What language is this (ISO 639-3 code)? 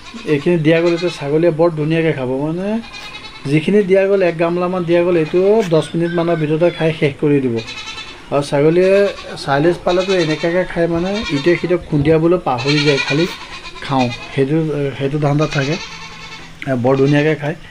asm